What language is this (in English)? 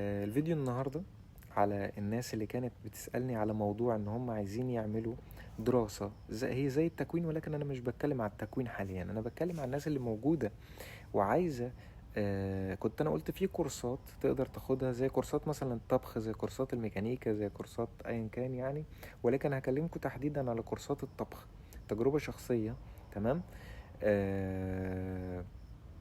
Egyptian Arabic